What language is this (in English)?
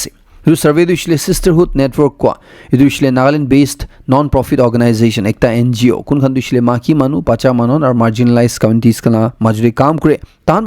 Naga Pidgin